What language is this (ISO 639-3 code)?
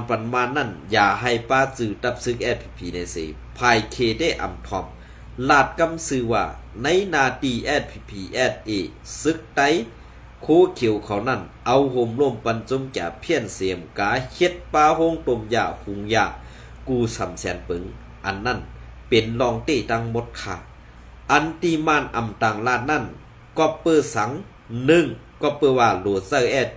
shn